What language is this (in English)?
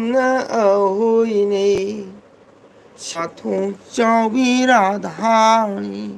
Manipuri